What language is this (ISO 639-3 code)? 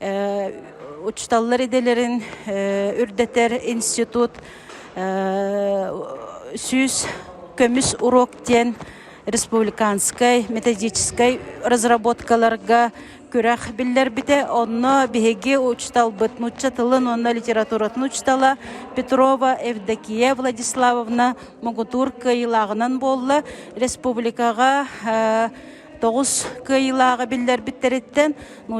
sah